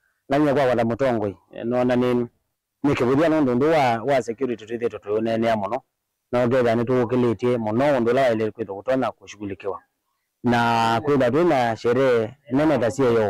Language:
Kamba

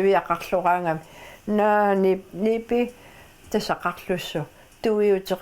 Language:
Kalaallisut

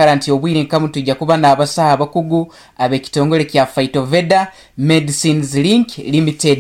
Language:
Nyankole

